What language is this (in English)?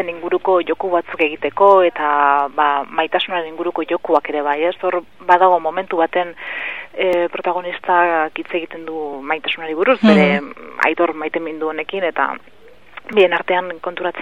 Basque